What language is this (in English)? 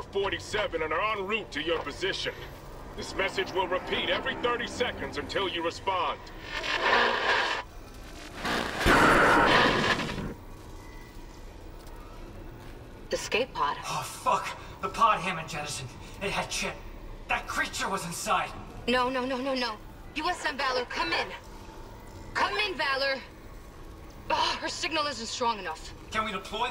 English